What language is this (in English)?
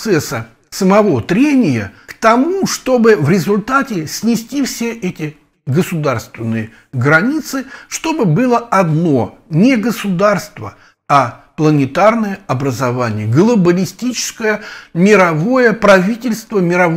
Russian